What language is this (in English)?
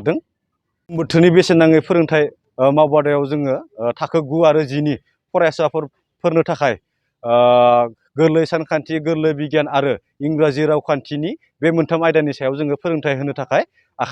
Bodo